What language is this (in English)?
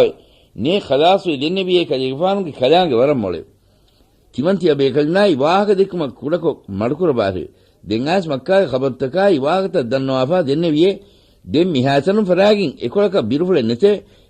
Divehi